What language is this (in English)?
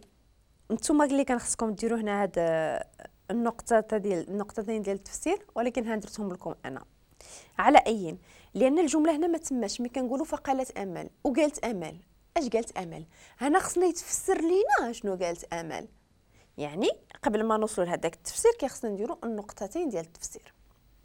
Moroccan Arabic